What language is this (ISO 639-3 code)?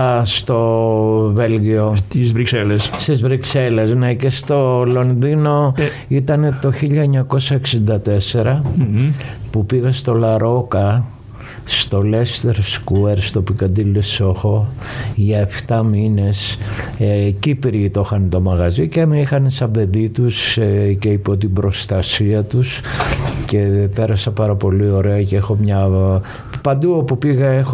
ell